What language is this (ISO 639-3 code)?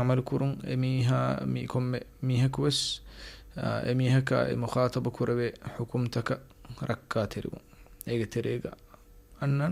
div